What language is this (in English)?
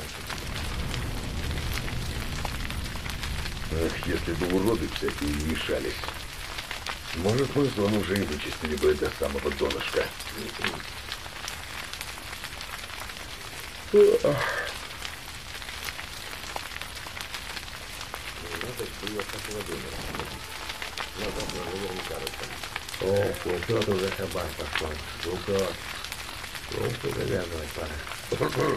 Russian